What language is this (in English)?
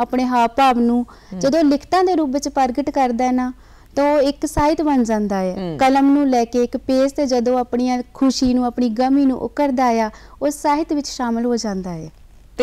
Punjabi